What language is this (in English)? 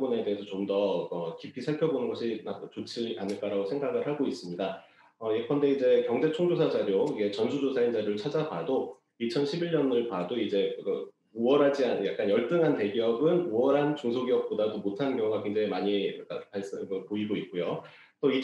Korean